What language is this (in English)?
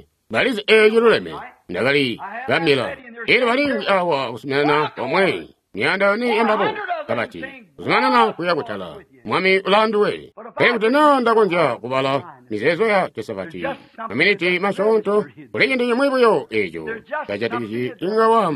Tonga (Zambia)